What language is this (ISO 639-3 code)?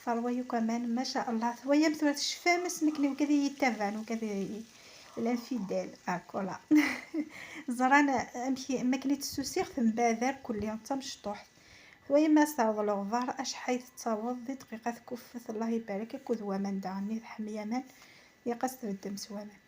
kab